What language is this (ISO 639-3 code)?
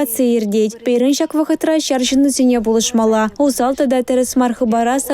chv